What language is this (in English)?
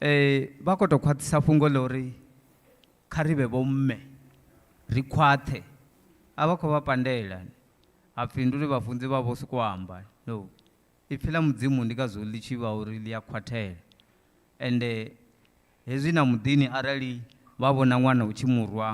Venda